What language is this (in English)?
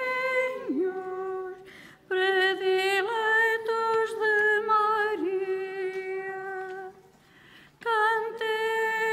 Portuguese